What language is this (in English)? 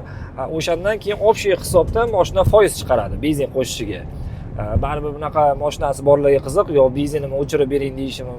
Uzbek